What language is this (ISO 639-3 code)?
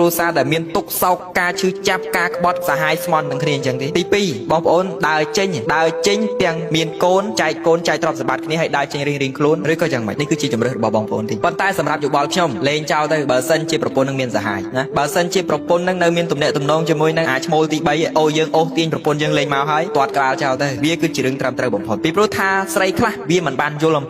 khm